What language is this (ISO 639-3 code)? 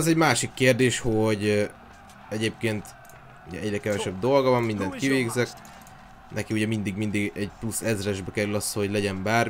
hun